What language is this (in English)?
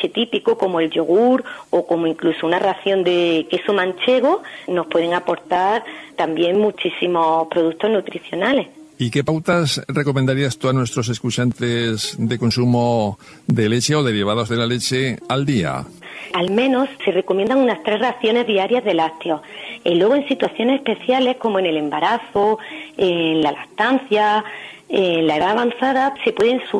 Spanish